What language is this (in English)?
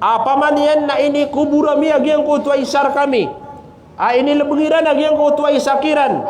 Maranao